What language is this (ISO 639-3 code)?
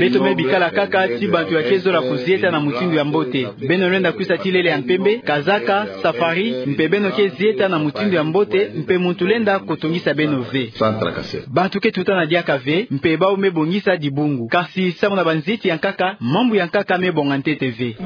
ktu